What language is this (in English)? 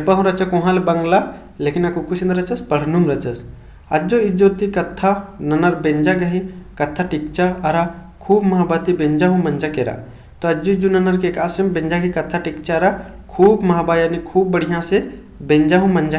Kurukh